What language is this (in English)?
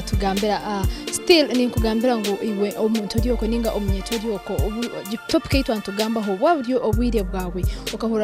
Nyankole